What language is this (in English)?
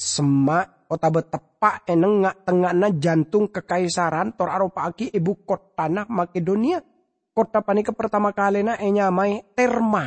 Madurese